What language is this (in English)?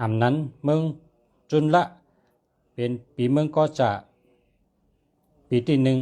Shan